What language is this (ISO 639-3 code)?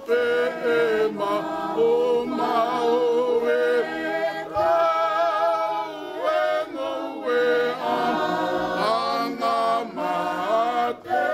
ton